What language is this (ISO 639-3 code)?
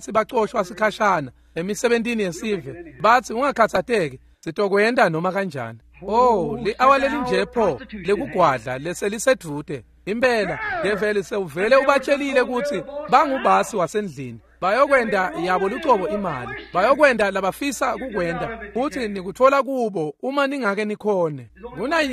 ssw